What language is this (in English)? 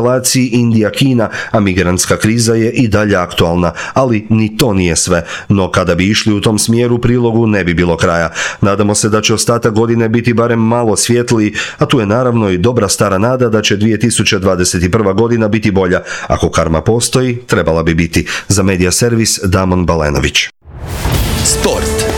Croatian